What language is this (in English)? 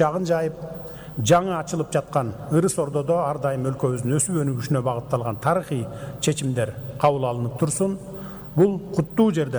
Kyrgyz